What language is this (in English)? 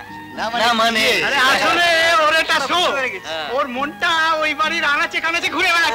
Bangla